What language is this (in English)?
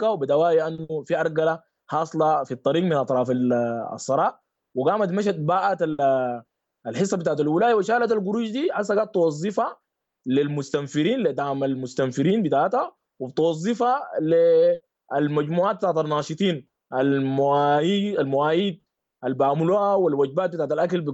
Sudanese Arabic